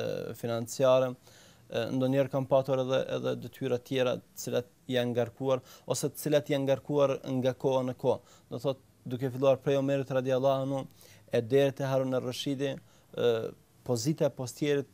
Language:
Albanian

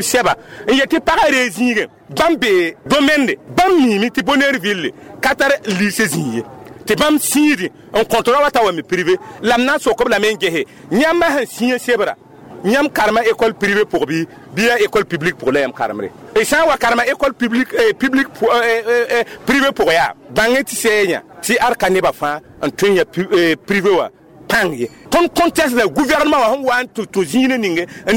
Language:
Mossi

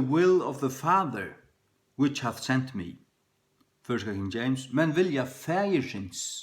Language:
Faroese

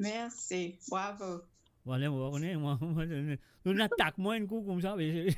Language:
Morisyen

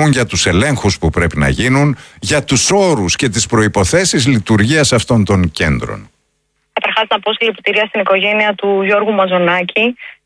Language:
Greek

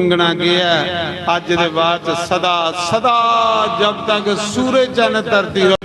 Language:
Dogri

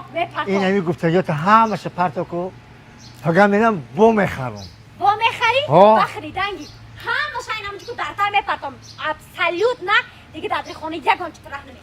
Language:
Tajik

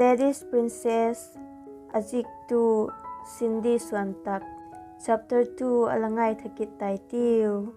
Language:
Vaiphei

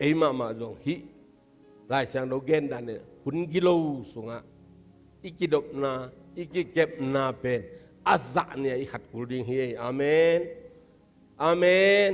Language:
Tedim Chin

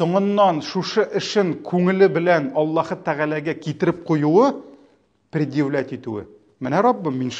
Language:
Tatar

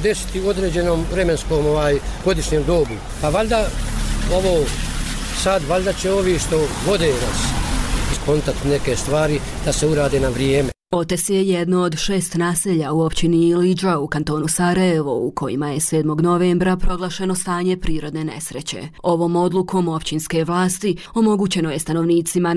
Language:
Bosnian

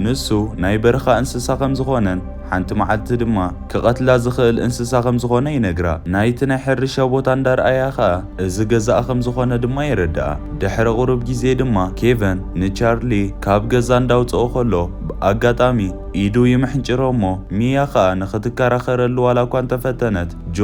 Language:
Tigrinya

